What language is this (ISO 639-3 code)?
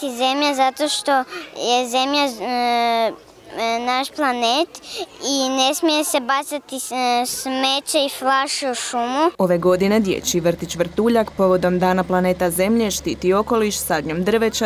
hrv